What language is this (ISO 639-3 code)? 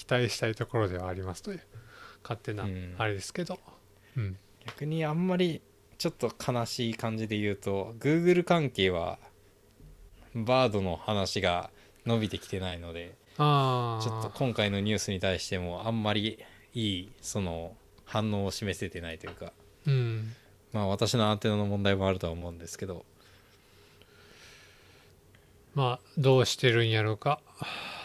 jpn